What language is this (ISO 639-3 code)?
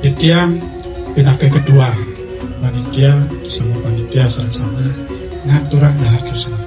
ban